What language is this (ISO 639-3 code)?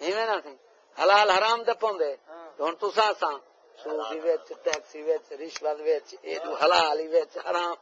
skr